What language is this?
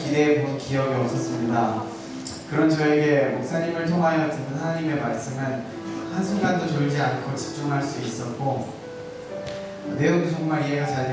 Korean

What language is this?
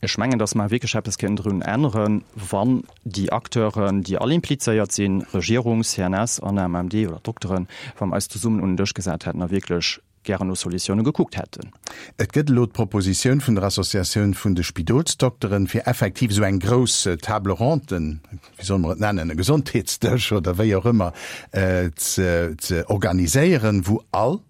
Luxembourgish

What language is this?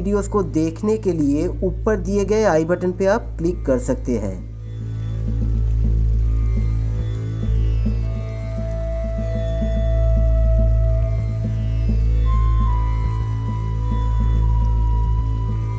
Hindi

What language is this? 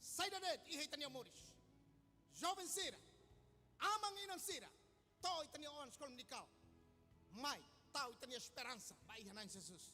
Tetum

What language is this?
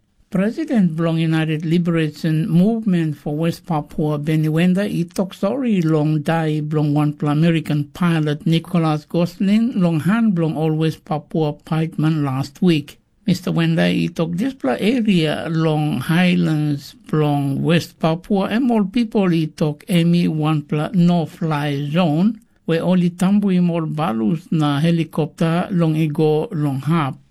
Tok Pisin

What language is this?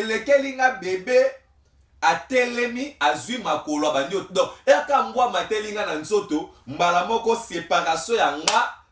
Lingala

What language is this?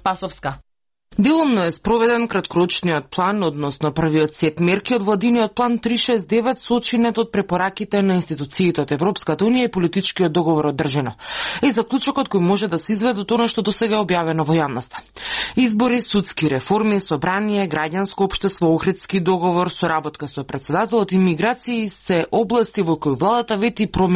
Macedonian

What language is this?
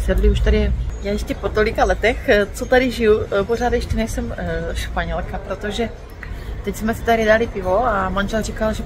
Czech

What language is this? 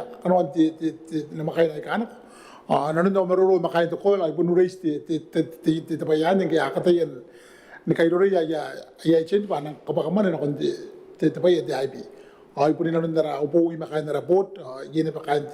Gilbertese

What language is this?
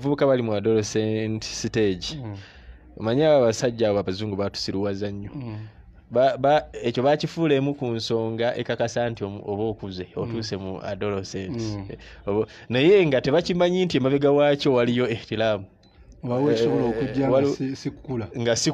Ganda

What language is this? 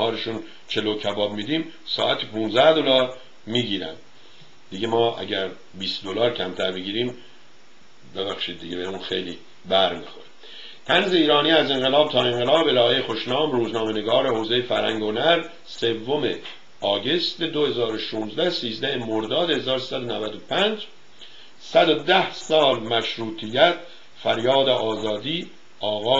Persian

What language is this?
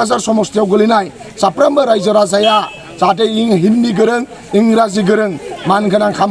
Bodo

